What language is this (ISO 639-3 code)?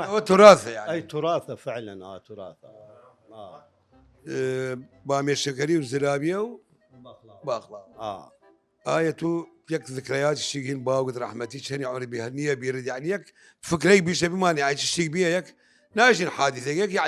sdh